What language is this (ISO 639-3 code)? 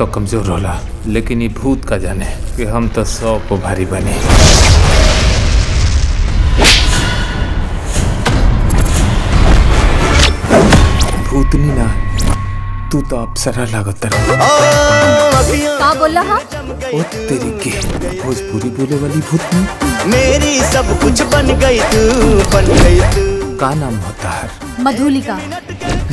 bho